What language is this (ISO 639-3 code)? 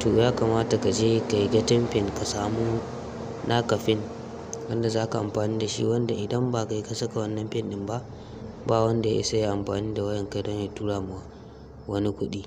hau